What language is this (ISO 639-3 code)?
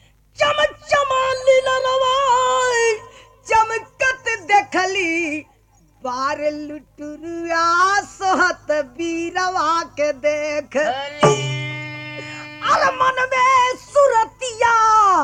bho